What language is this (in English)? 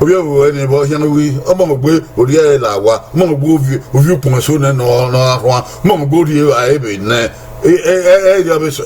Bini